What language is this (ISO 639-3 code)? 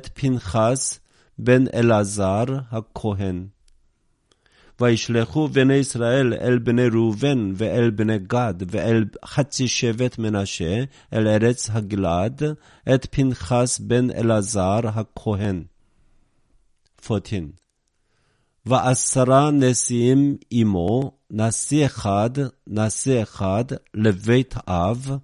heb